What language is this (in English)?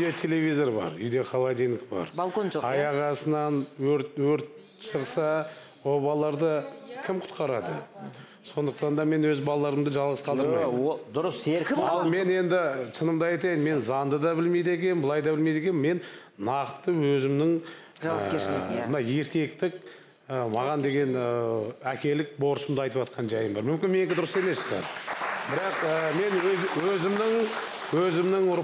Kazakh